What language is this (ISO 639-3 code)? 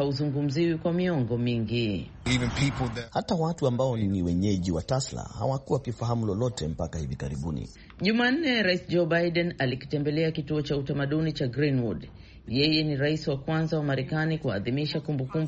swa